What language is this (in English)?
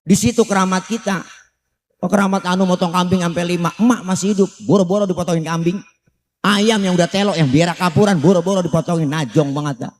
Betawi